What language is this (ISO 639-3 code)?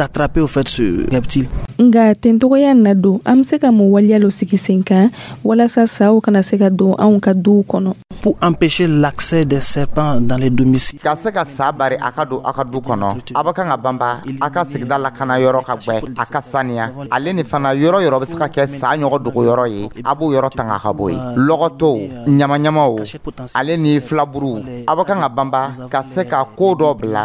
dyu